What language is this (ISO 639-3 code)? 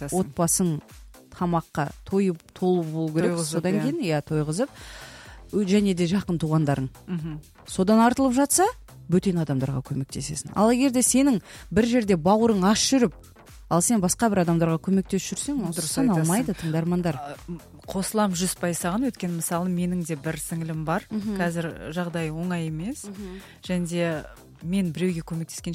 kaz